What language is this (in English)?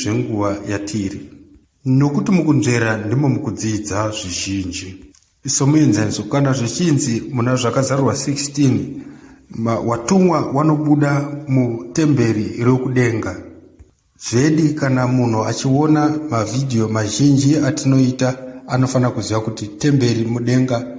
Shona